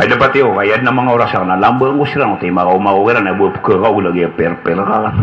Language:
Maranao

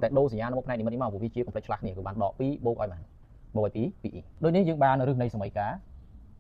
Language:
Khmer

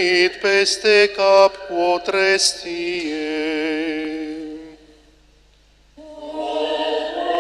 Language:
Romanian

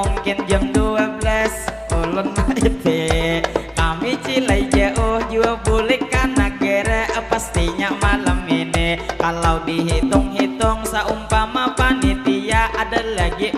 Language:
Banjar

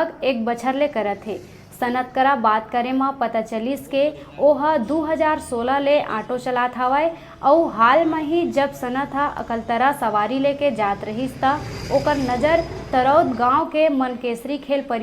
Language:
Chhattisgarhi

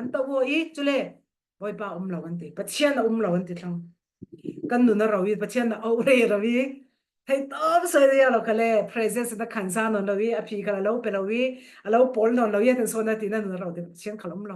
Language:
Falam Chin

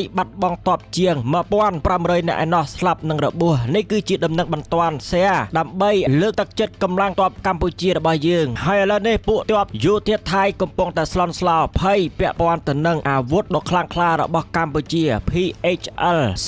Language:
Khmer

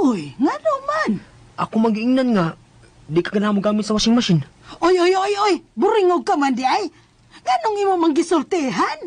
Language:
Cebuano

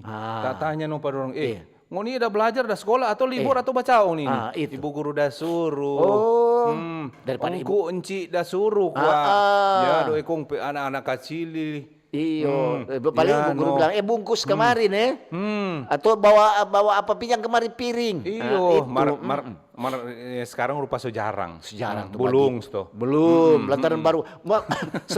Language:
Manado Malay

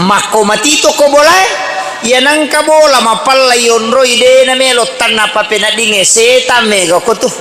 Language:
Buginese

